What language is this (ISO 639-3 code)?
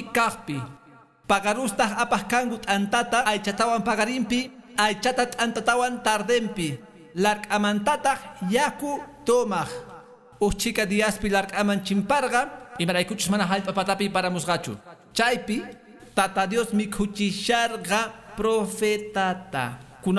que